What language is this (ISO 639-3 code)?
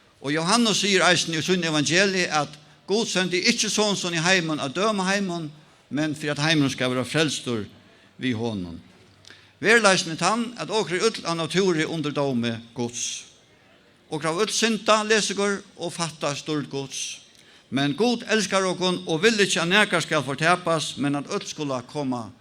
fao